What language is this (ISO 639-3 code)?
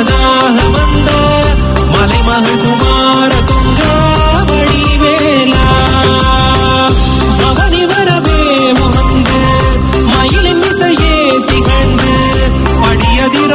tam